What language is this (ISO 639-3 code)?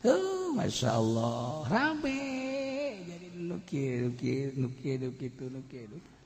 sun